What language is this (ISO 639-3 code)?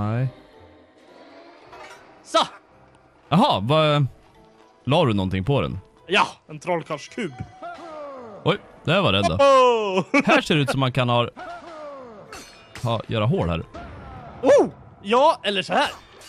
swe